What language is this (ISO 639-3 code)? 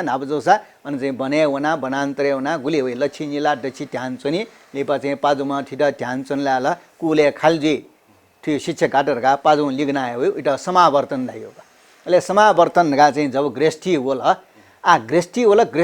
new